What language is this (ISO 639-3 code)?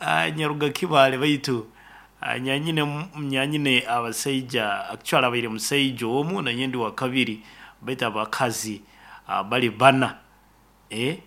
nyo